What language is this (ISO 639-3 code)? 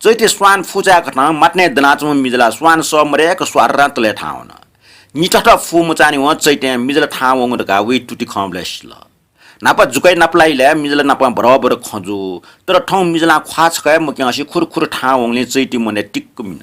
new